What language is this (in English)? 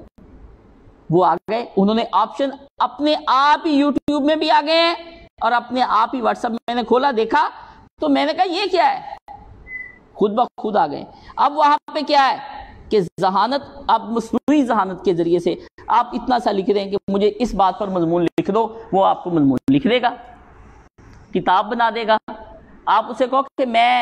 Urdu